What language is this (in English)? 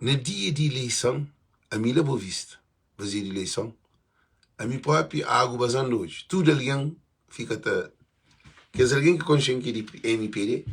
Kabuverdianu